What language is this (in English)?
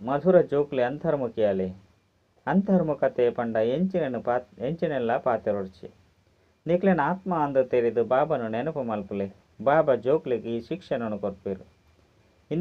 Tulu